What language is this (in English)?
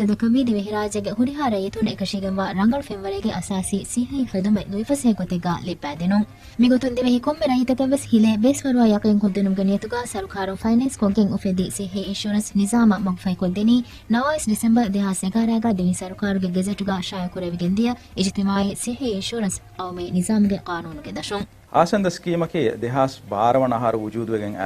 Divehi